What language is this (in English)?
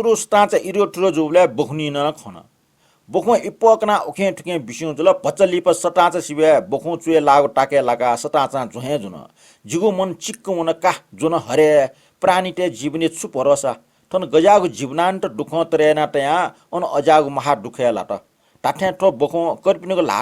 Newari